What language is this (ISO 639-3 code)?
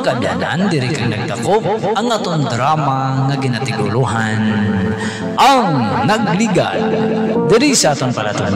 hil